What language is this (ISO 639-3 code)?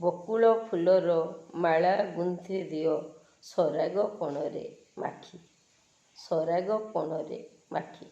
ori